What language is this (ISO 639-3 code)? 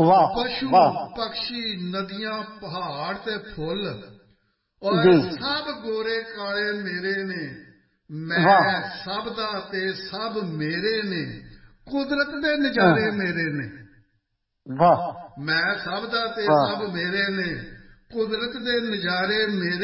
pan